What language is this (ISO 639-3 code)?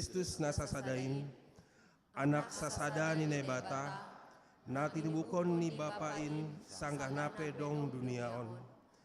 bts